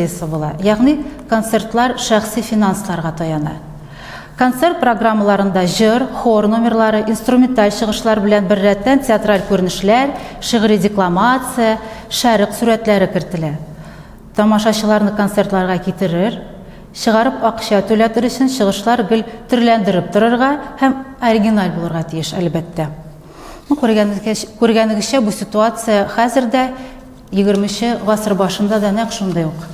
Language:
Tatar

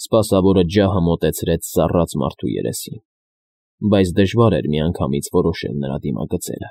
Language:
Armenian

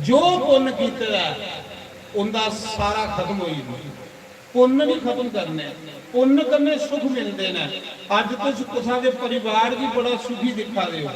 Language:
Dogri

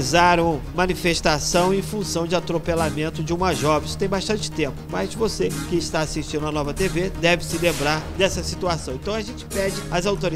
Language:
Portuguese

